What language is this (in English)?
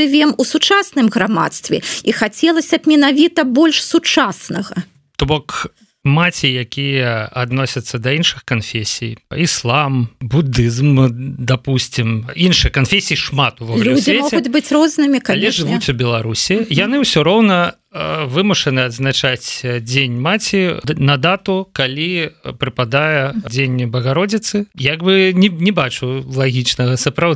Belarusian